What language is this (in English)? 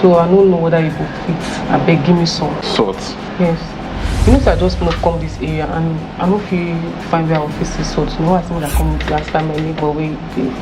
Nigerian Pidgin